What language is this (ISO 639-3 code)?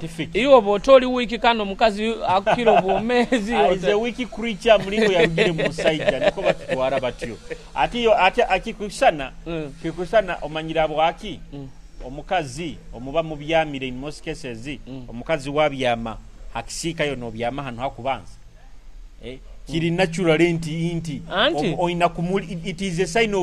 nyo